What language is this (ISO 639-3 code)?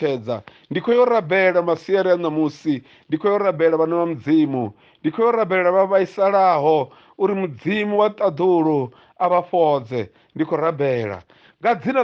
ven